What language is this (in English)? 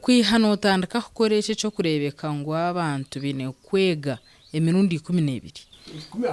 Nyankole